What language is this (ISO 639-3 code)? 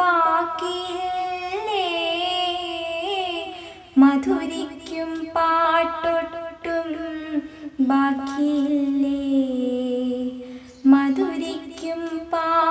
mal